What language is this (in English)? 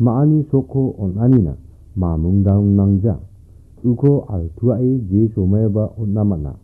Garo